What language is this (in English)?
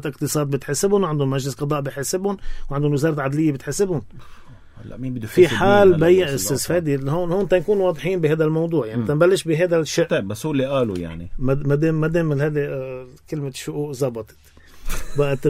North Levantine Arabic